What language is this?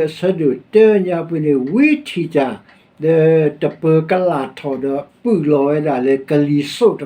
S'gaw Karen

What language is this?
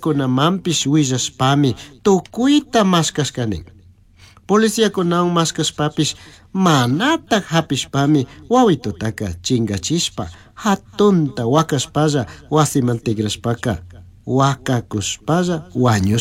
Chimborazo Highland Quichua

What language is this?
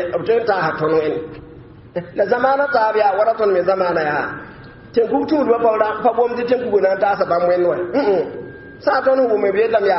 Mossi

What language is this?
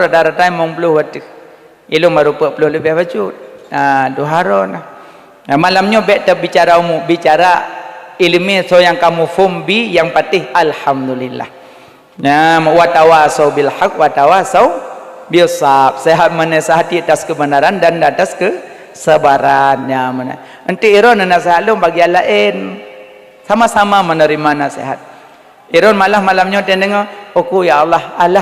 Achinese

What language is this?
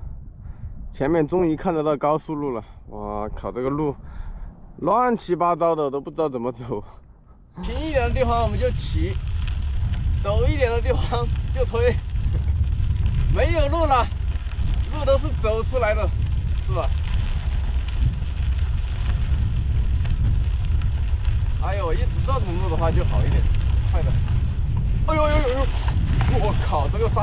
Chinese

